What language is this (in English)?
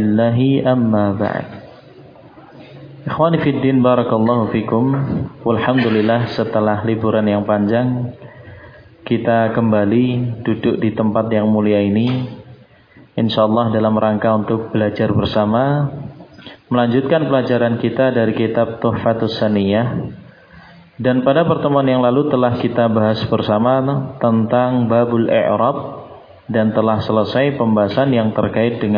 Indonesian